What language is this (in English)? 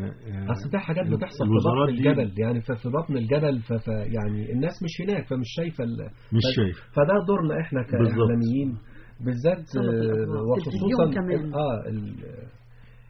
Egyptian Arabic